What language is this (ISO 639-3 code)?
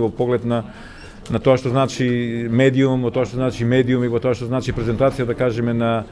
mkd